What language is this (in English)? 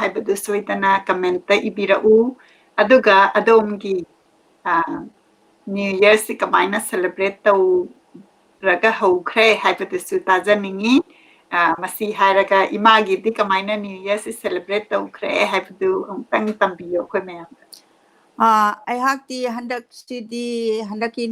Manipuri